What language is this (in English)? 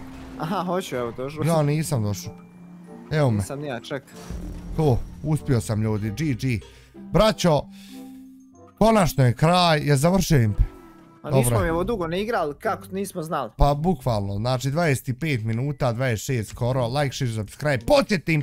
Bosnian